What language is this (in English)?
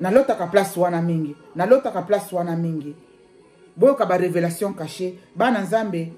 Lingala